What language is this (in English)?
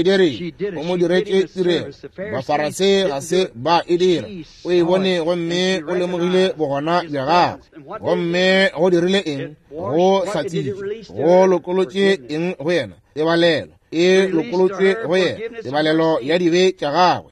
Northern Sotho